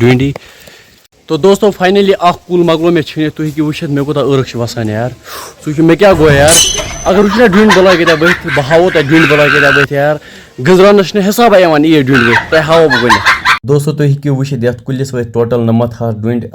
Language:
Kashmiri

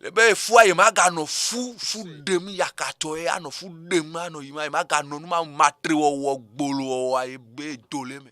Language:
Ewe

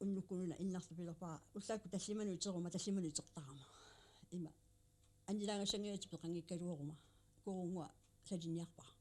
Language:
Kalaallisut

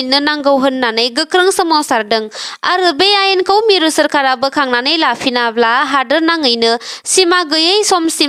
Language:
Bodo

